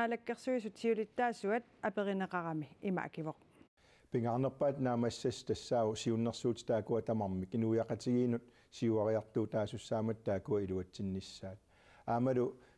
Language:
Kalaallisut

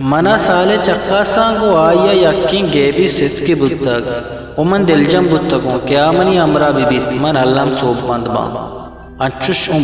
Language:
Eastern Balochi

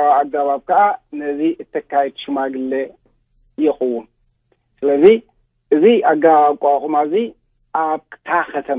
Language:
Tigrinya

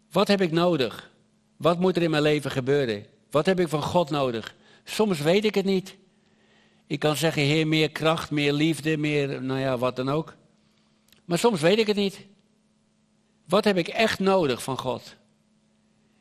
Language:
Dutch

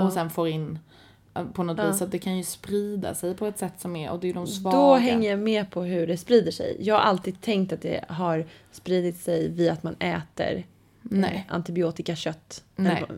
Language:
Swedish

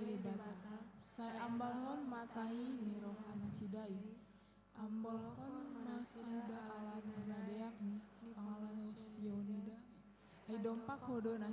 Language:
Batak Toba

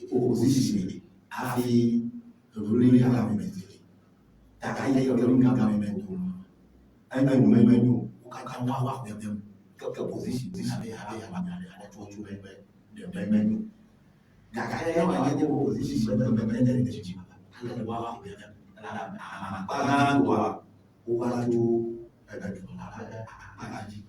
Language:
Ewe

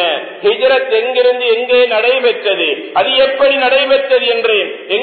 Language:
Tamil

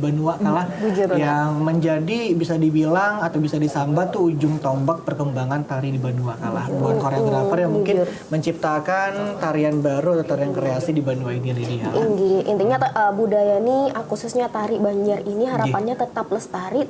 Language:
Banjar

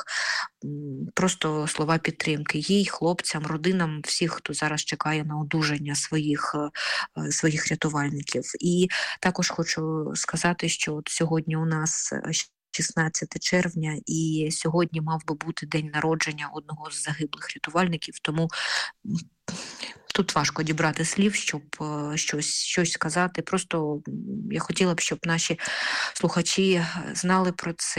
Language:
Ukrainian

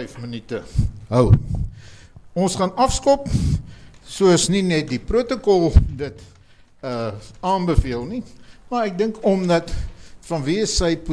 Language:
Afrikaans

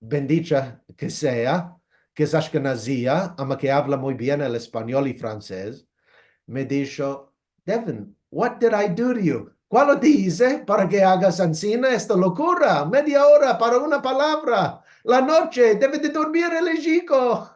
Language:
Ladino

